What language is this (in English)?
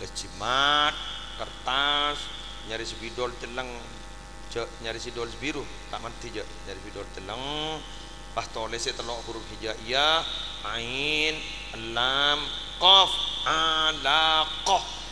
Madurese